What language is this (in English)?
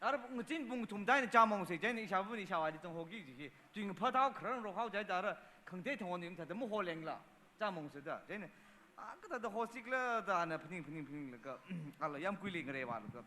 Tangkhul Naga (India)